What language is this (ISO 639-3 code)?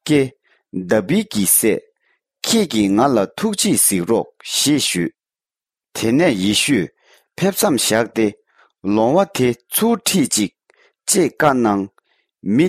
bod